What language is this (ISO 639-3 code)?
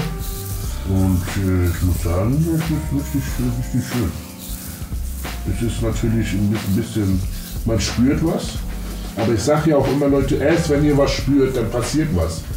deu